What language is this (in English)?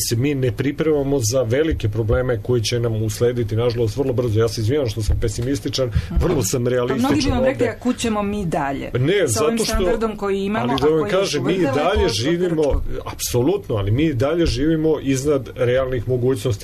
Serbian